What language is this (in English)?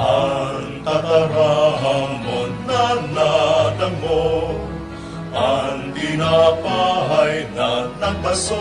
Bikol